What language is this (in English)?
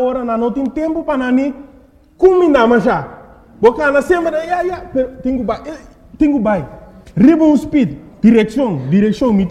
Papiamento